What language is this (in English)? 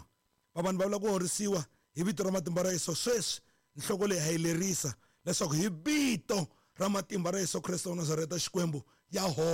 Tsonga